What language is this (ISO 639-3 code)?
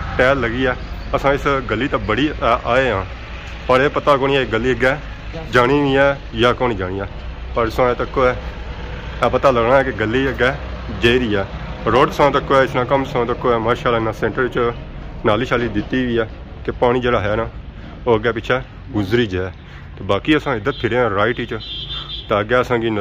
phr